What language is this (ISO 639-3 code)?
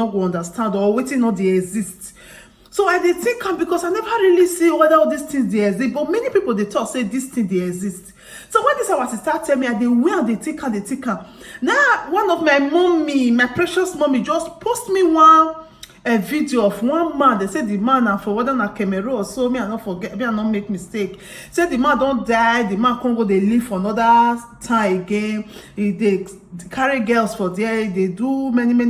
pcm